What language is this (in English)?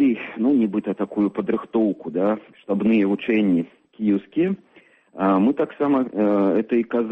Belarusian